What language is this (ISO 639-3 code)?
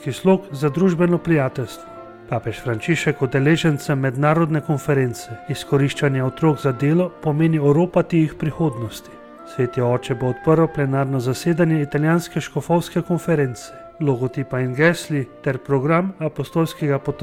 slv